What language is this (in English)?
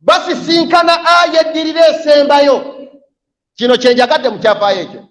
Ganda